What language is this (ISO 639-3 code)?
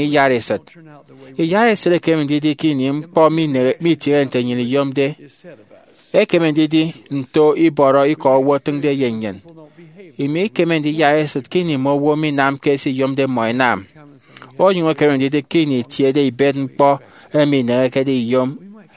efi